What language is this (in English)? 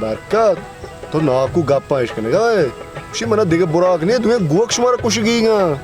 Baluchi